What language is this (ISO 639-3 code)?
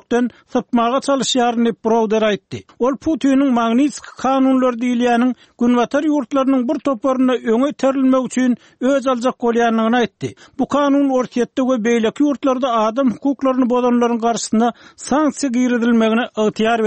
tuk